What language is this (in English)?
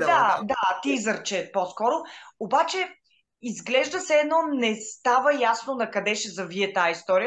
Bulgarian